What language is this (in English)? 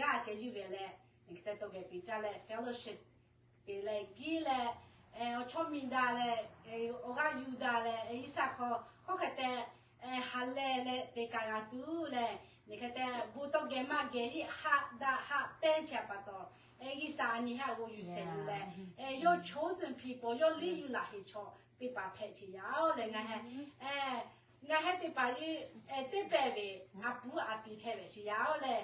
Lahu